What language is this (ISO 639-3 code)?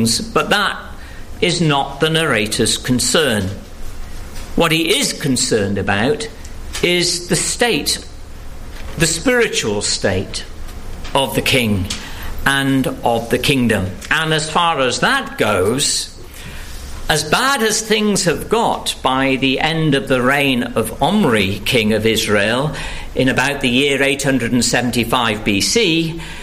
eng